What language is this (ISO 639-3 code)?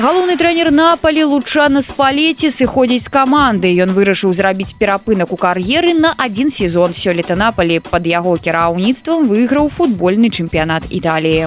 bel